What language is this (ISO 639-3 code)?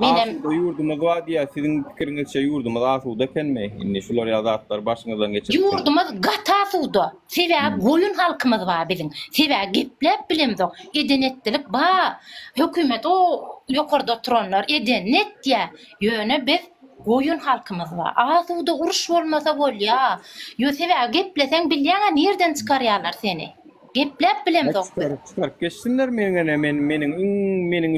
tuk